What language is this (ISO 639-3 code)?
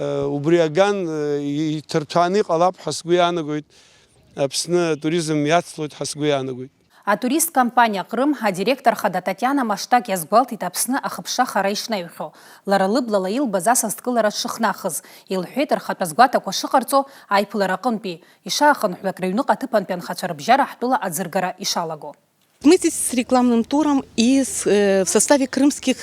abk